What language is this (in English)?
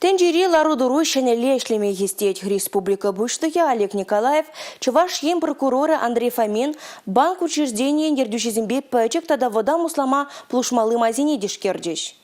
Chuvash